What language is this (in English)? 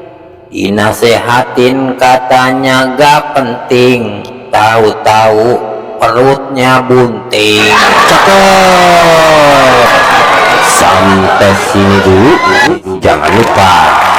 Betawi